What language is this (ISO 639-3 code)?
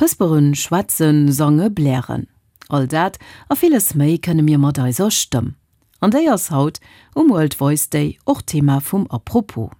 ltz